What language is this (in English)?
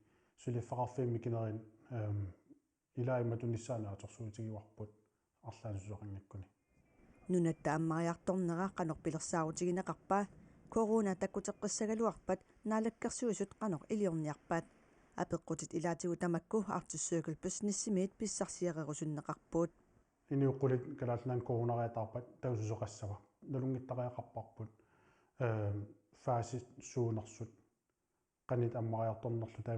Kalaallisut